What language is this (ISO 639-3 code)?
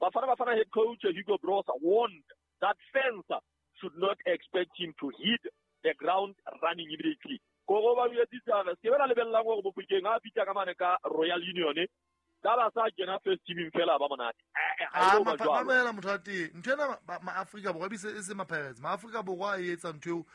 sot